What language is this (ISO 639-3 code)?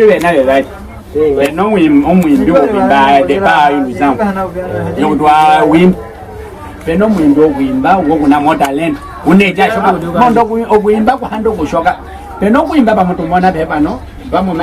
nyk